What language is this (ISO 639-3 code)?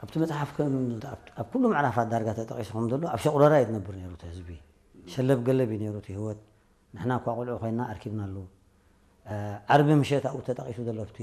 tir